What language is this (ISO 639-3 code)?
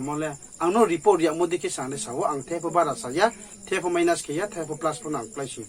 ria